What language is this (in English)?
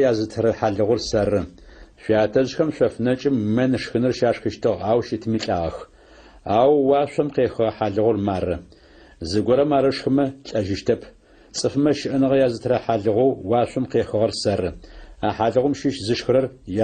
Adyghe